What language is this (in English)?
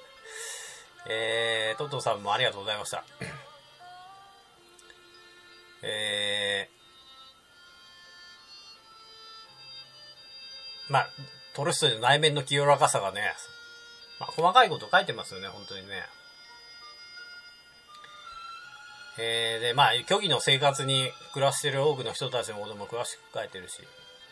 Japanese